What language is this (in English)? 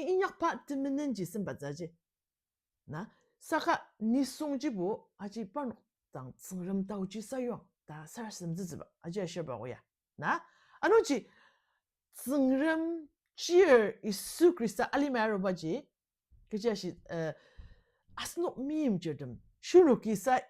Ao Naga